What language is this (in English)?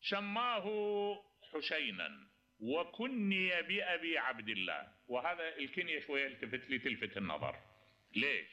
Mesopotamian Arabic